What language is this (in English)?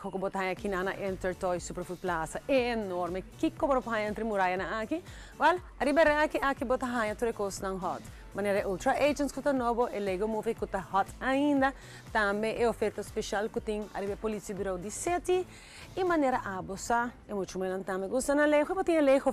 Papiamento